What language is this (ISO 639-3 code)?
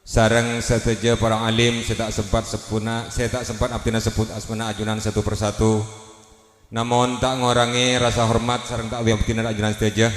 mad